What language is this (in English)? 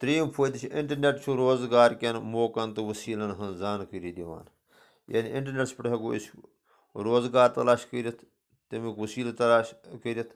Kashmiri